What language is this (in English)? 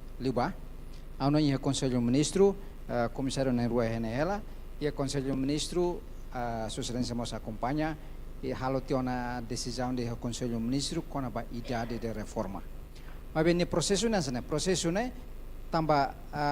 Tetum